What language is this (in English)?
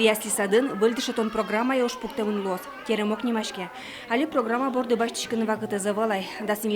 Udmurt